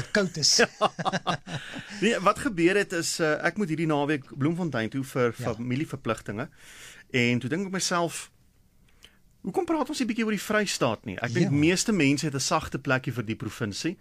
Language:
Afrikaans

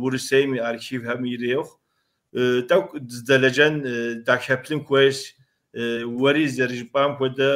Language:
Kabardian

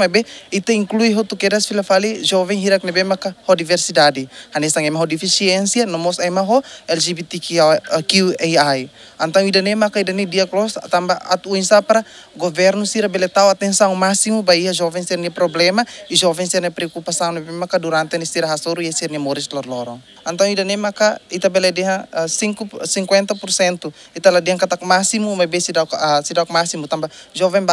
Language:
Tetum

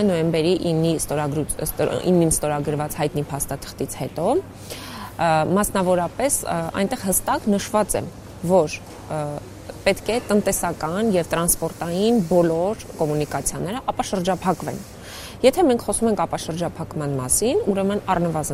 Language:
Armenian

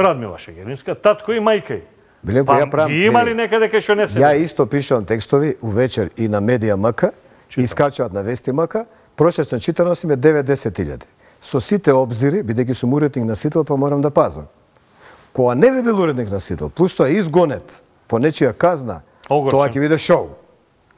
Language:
Macedonian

